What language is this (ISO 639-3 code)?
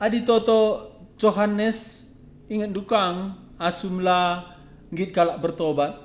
btx